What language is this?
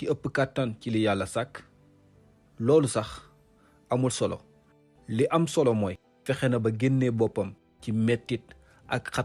Wolof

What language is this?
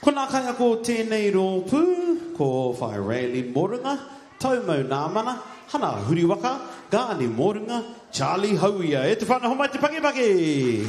Māori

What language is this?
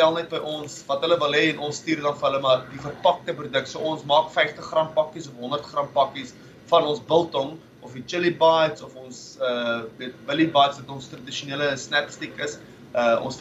Afrikaans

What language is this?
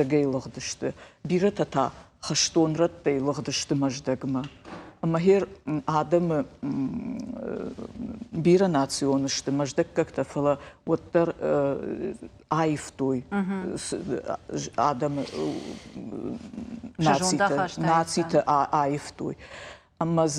Ossetic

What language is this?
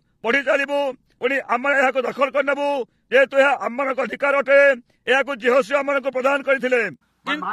Odia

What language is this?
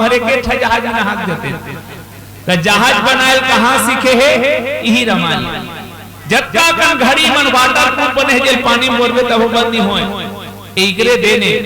Chhattisgarhi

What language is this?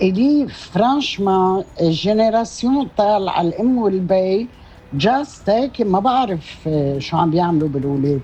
North Levantine Arabic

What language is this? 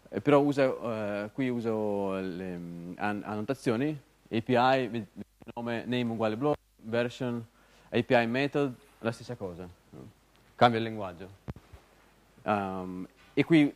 Italian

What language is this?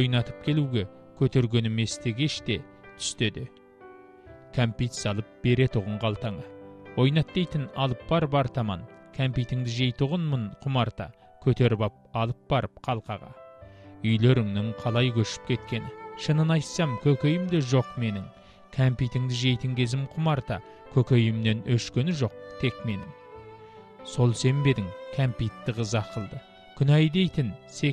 Kazakh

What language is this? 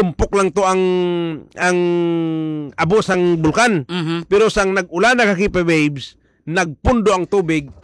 Hiligaynon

